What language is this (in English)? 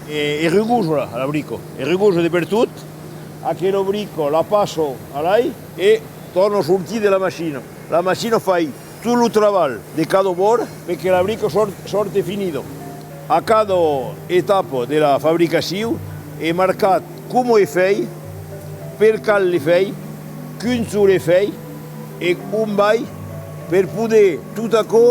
Occitan